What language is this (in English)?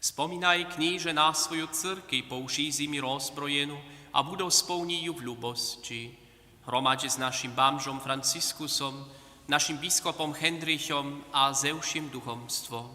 Upper Sorbian